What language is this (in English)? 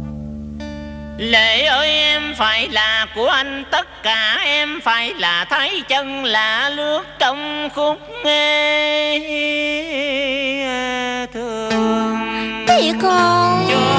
Vietnamese